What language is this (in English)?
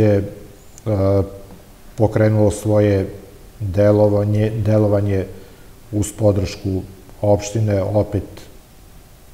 Serbian